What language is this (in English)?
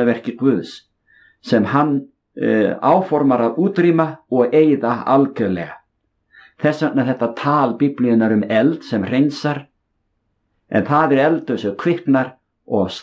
Icelandic